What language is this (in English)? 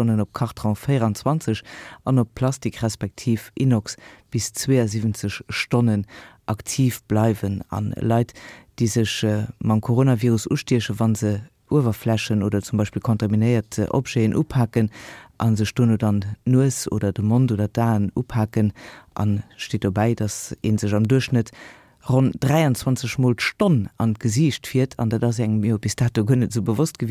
Luxembourgish